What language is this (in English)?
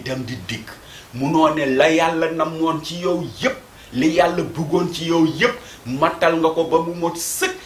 Wolof